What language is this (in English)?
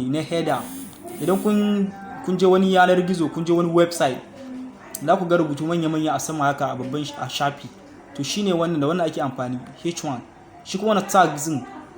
Hausa